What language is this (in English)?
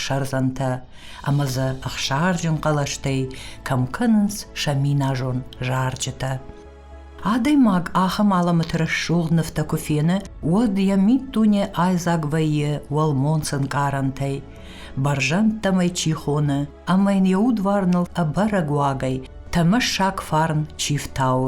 Ossetic